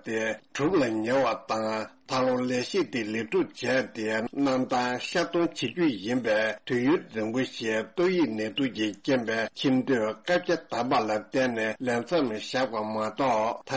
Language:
Tibetan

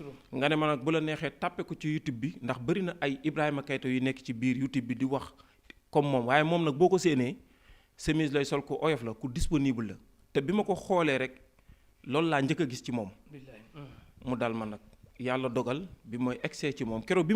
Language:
Wolof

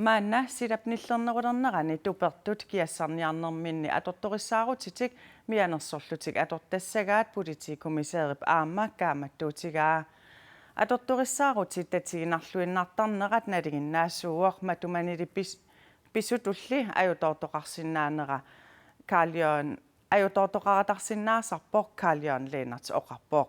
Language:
Kalaallisut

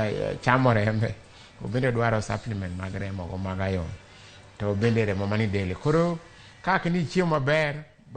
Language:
Luo (Kenya and Tanzania)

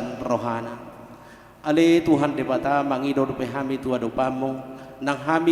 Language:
Batak Toba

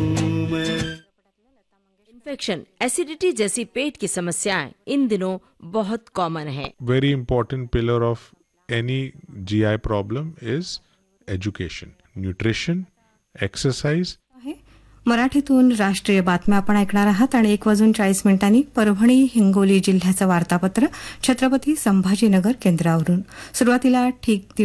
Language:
Marathi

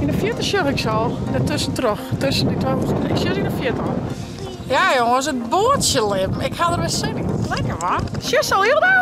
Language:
Western Frisian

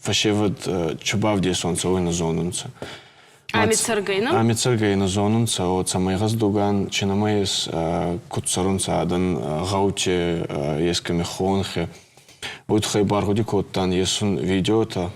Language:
Ossetic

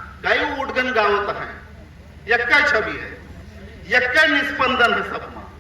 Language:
Awadhi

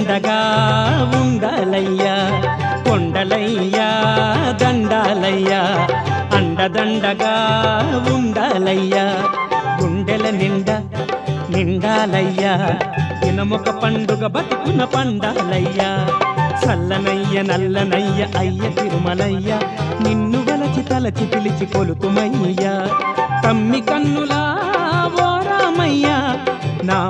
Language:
Telugu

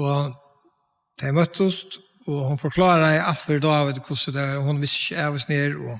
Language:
Faroese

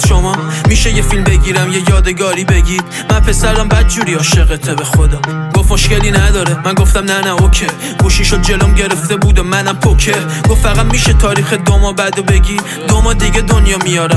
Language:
Persian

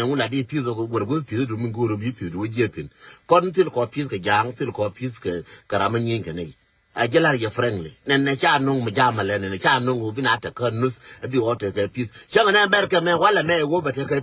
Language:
Nuer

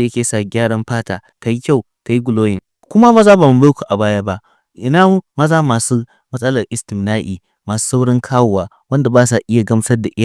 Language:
Hausa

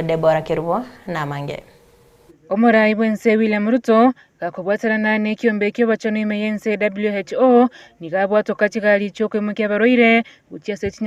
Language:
Gusii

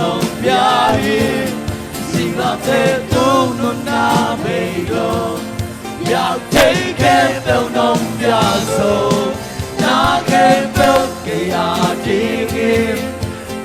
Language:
Tedim Chin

